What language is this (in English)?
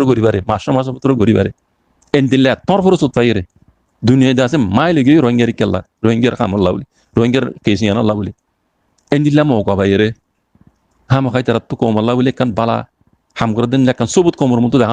Rohingya